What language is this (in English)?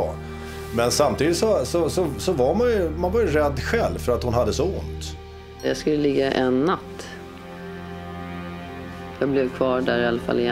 Swedish